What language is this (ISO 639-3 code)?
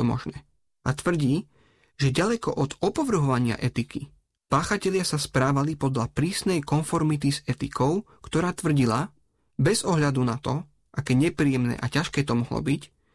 slk